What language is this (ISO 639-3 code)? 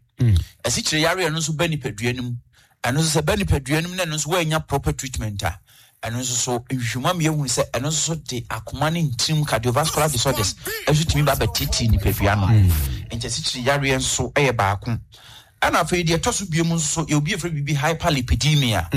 aka